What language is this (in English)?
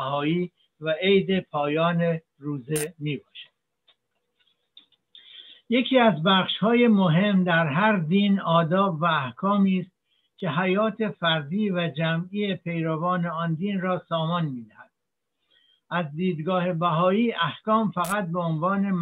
Persian